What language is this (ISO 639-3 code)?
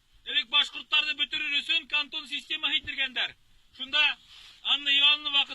bak